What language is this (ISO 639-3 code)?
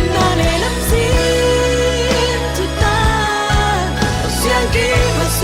cfm